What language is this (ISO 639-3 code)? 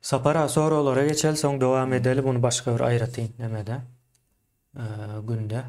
tuk